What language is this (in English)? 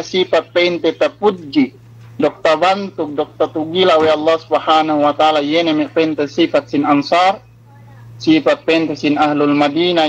Yakan